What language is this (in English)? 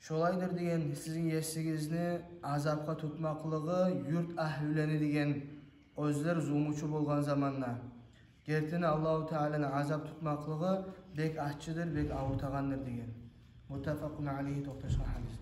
Kumyk